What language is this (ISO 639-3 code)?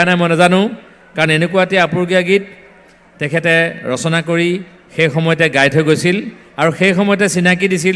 asm